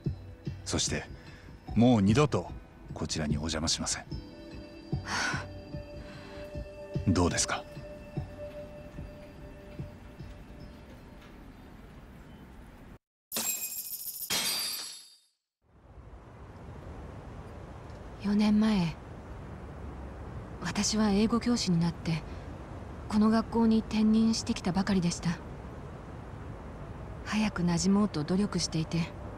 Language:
Japanese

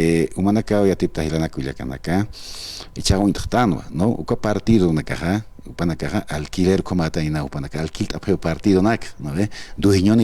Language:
Aymara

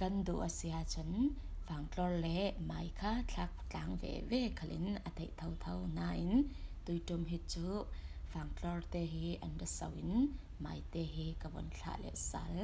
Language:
Falam Chin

